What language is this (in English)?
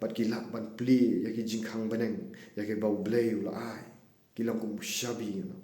Khasi